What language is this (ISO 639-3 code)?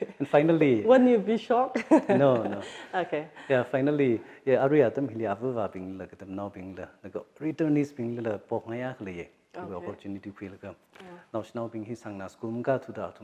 nmf